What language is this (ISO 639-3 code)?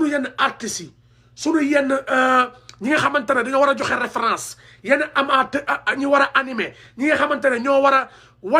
wol